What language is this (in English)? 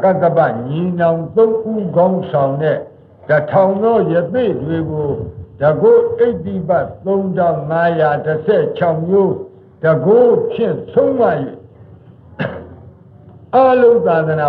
Burmese